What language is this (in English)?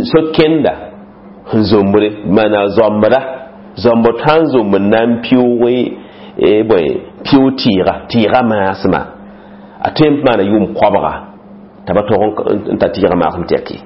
Mossi